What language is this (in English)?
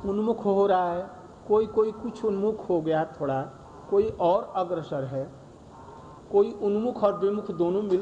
Hindi